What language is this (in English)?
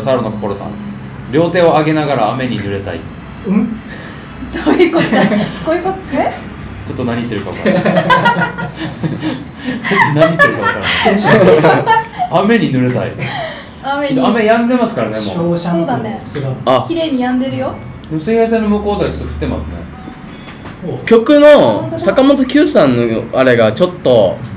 Japanese